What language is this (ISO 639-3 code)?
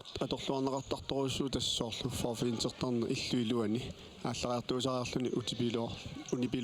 kal